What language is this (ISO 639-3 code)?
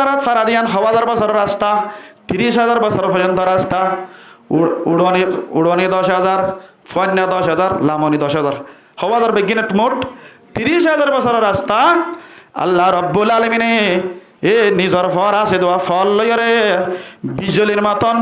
rhg